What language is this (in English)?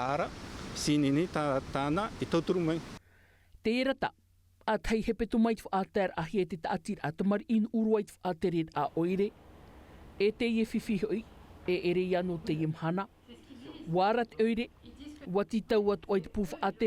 Tahitian